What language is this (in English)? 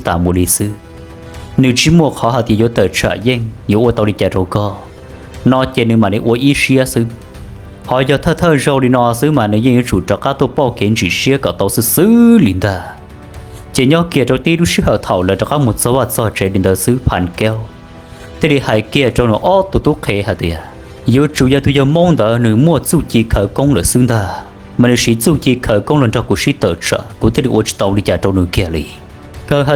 Hmong